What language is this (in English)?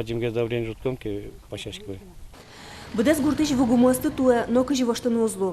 Udmurt